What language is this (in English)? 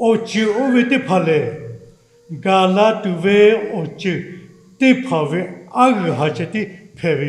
Lahu